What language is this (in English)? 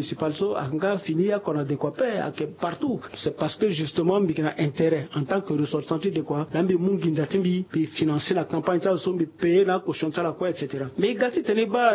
Sango